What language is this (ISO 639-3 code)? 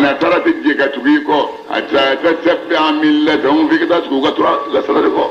bam